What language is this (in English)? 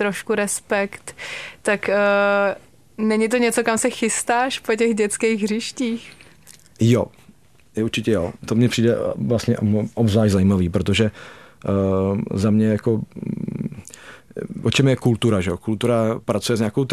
Czech